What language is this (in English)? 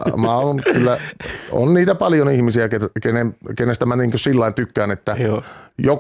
Finnish